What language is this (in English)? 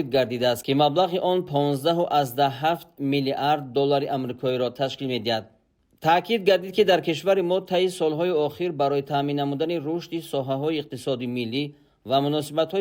Tajik